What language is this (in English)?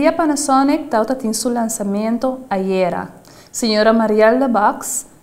Papiamento